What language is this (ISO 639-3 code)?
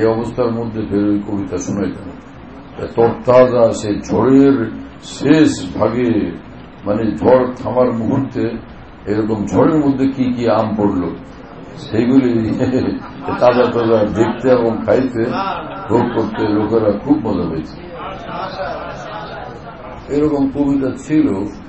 ben